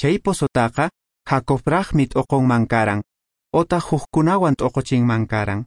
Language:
Quechua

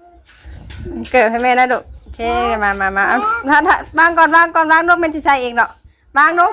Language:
Northeastern Thai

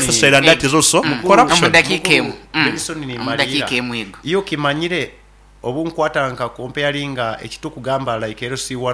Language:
Nyoro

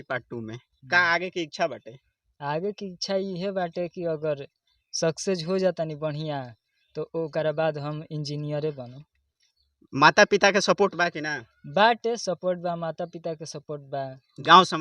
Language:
Bhojpuri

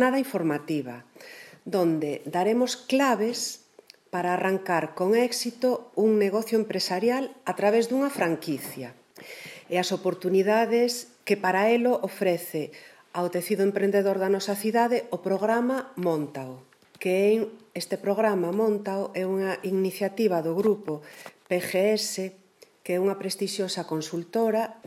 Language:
Galician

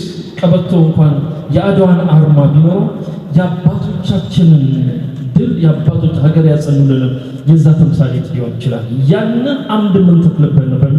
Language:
Amharic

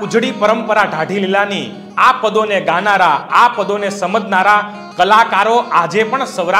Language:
Gujarati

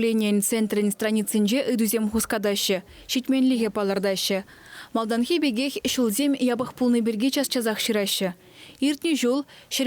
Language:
Chuvash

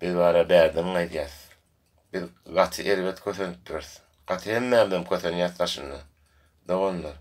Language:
Turkmen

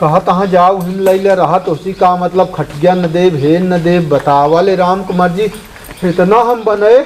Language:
Awadhi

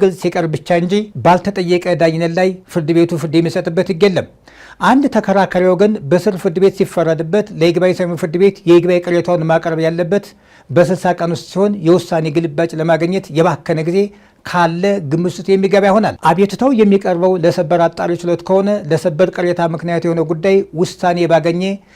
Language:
Amharic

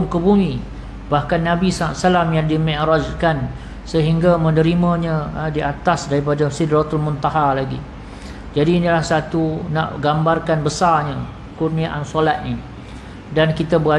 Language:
Malay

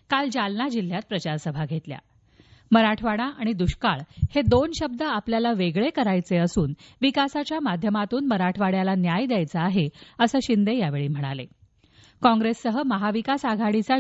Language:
Marathi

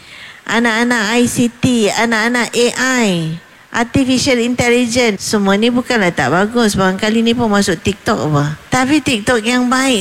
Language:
Malay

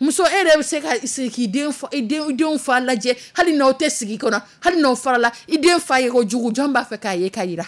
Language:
Dyula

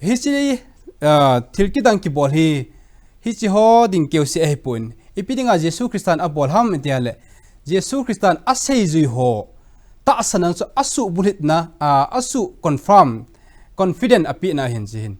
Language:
Thado Chin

